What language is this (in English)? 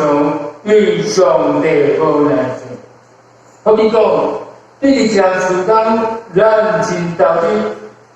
Min Nan Chinese